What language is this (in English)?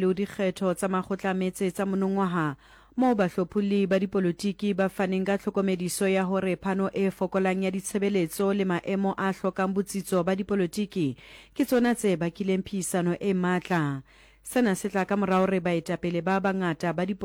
Southern Sotho